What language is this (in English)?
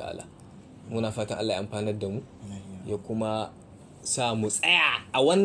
Hausa